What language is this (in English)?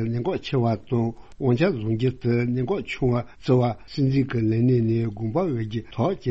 Tibetan